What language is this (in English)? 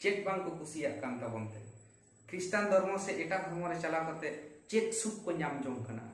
Santali